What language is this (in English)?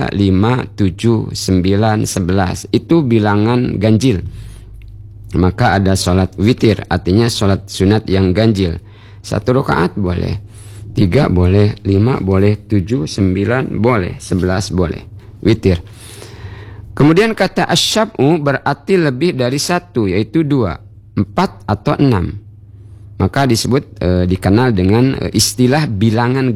Indonesian